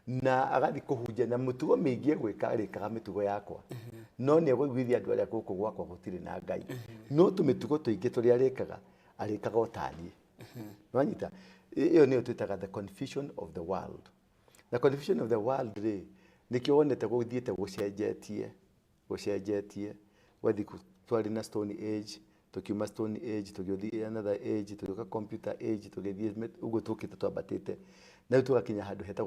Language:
Kikuyu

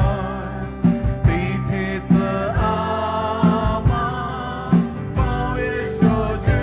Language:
Poumei Naga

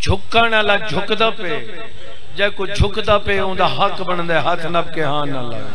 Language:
Saraiki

